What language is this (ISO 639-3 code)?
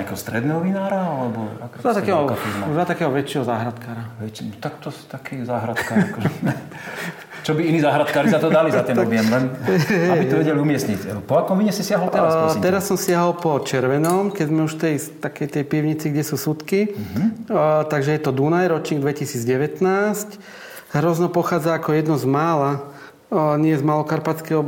slk